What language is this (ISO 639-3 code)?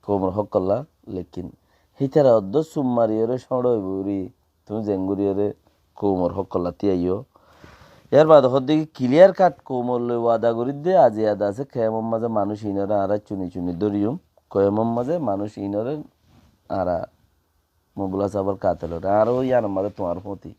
rhg